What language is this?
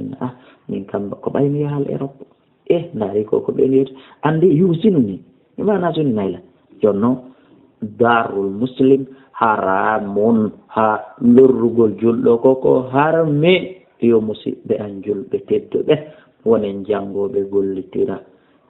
Fula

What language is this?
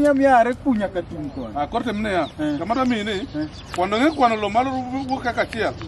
Luo (Kenya and Tanzania)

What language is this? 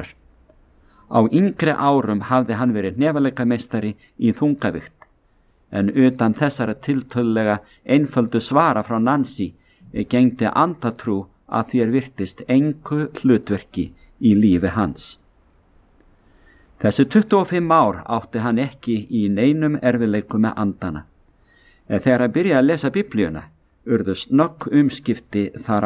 Icelandic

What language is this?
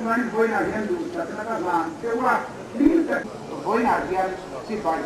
Mizo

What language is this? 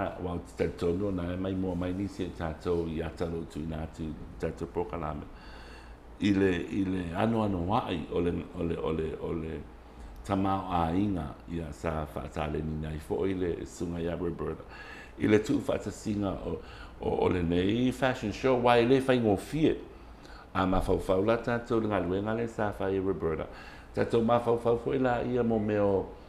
Samoan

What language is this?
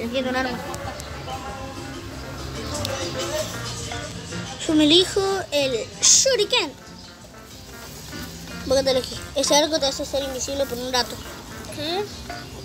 Spanish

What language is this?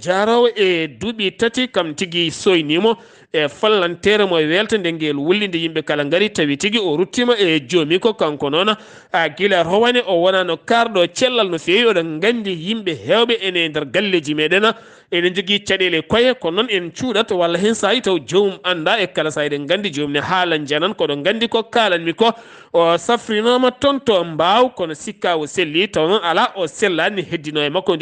Fula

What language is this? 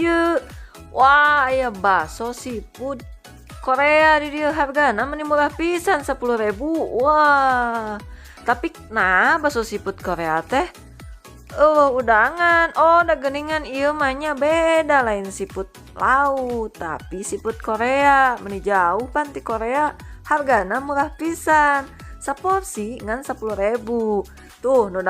Sundanese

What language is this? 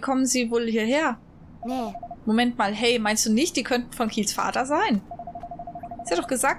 German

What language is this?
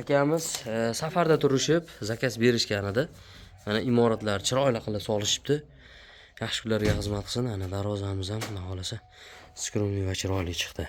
Uzbek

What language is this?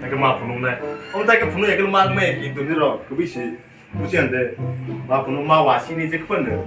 Kok Borok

